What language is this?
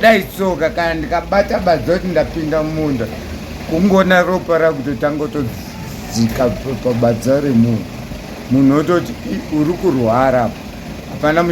Shona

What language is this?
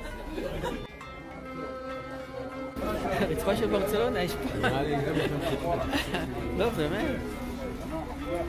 Hebrew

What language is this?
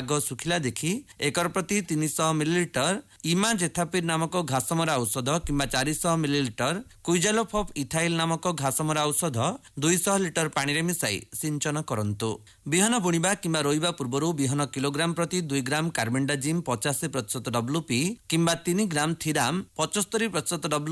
Odia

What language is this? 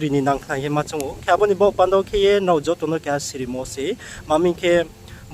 Riang (India)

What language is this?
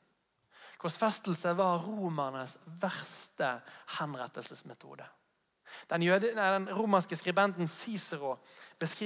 Norwegian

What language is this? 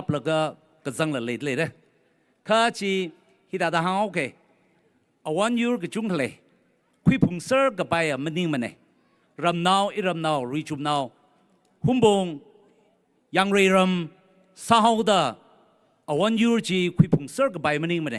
Tangkhul Naga (India)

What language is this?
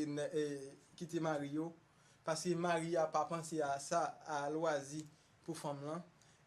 Haitian Creole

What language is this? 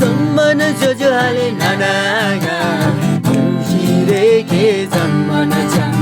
Eastern Tamang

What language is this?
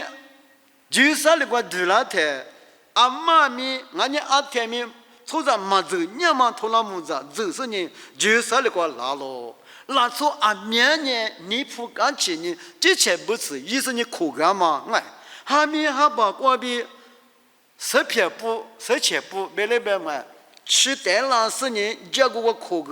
Lisu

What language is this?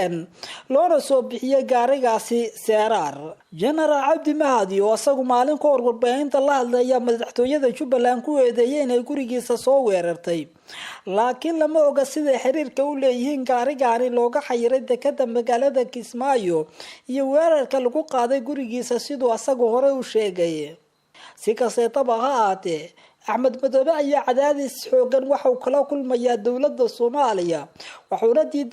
Somali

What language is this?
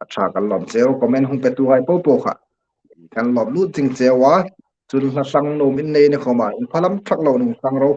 Hmar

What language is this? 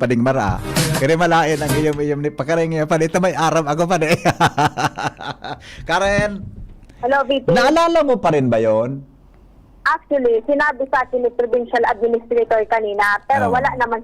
Bikol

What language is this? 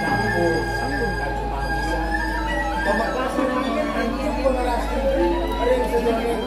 Balinese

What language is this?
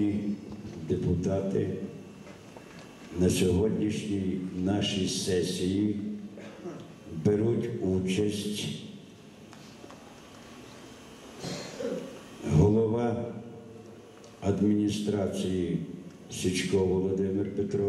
Ukrainian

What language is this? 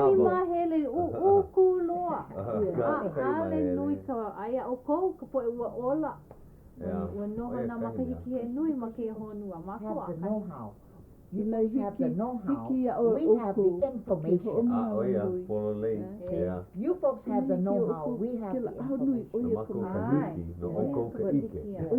Hawaiian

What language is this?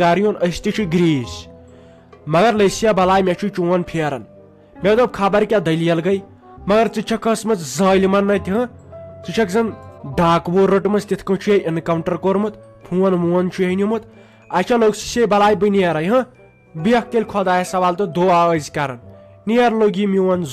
Kashmiri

